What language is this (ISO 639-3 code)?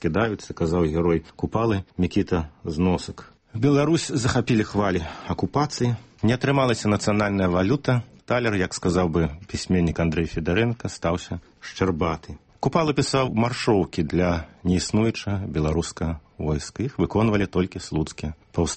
bel